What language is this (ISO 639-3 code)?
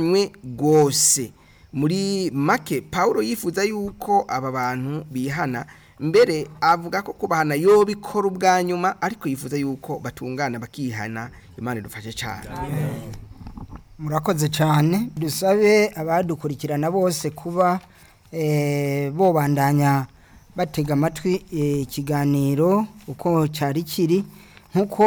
run